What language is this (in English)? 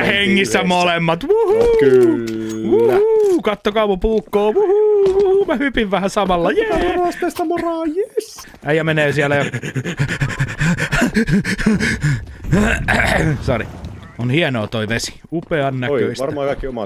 Finnish